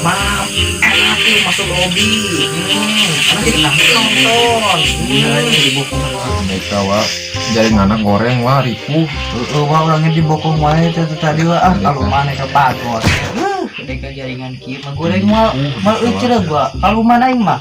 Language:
Sundanese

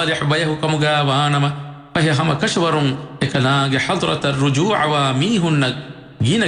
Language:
Divehi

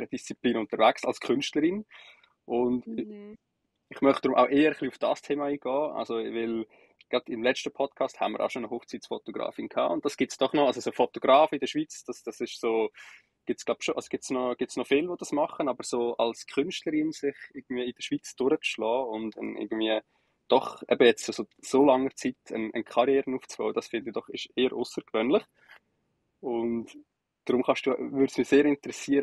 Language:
Swiss German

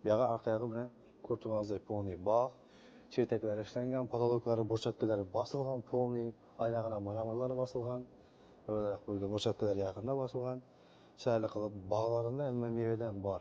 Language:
Uzbek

